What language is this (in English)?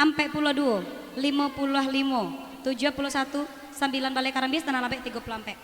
Minangkabau